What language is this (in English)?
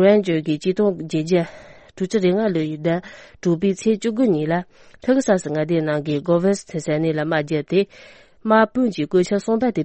Tibetan